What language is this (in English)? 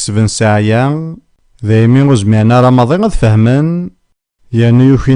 Kabyle